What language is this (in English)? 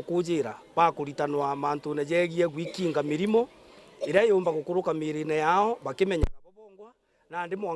Meru